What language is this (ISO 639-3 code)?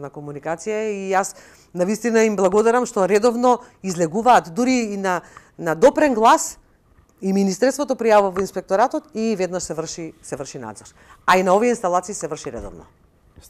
mkd